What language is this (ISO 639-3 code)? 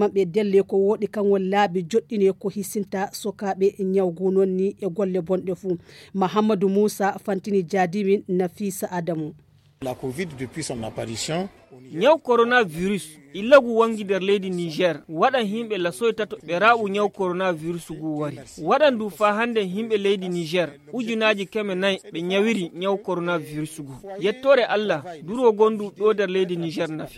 ful